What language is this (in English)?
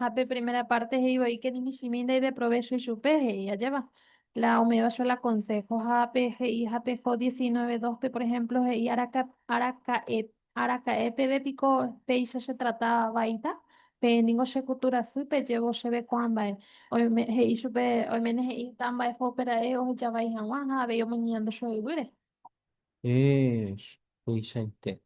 Guarani